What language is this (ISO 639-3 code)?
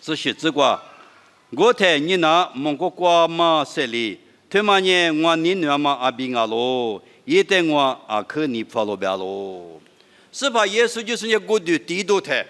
lis